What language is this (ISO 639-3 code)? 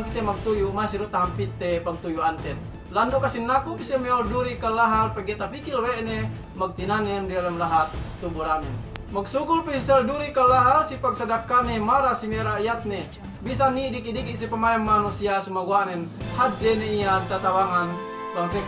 yka